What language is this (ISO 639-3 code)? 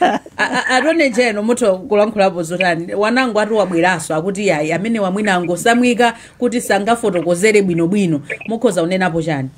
nya